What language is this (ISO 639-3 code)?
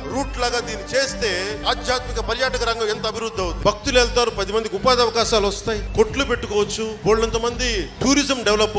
tel